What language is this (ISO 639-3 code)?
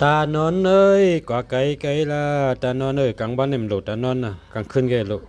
shn